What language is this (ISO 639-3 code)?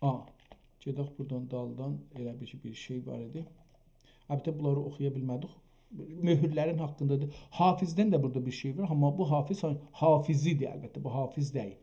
azb